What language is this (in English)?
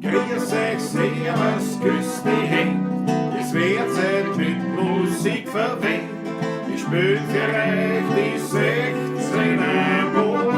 Bavarian